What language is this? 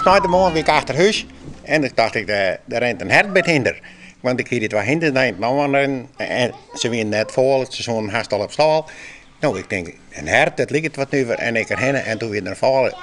Western Frisian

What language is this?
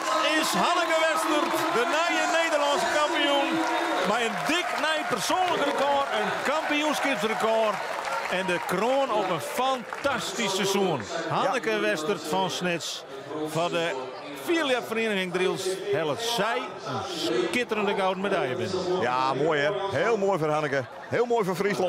Western Frisian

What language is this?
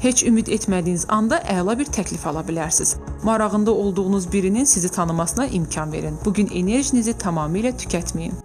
Azerbaijani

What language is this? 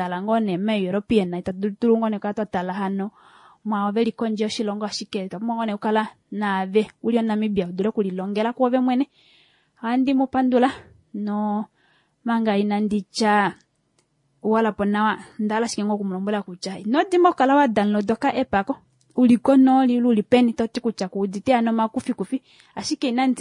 Kuanyama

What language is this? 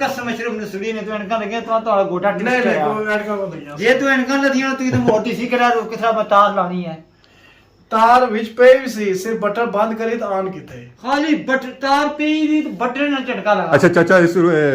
Pahari-Potwari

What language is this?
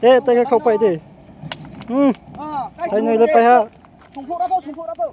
Riang (India)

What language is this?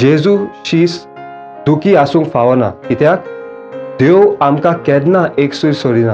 Konkani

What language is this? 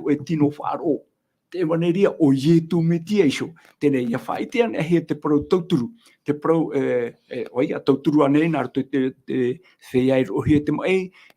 Tahitian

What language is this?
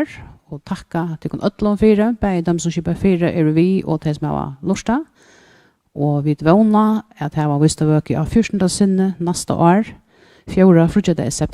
Faroese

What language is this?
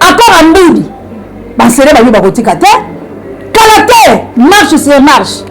Lingala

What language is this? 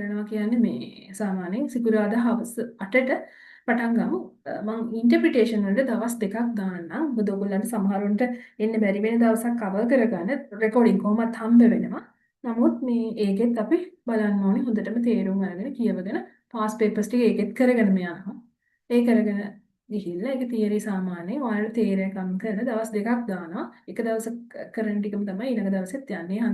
Sinhala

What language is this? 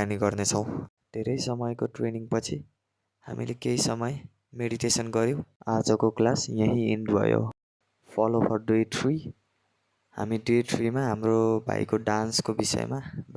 Nepali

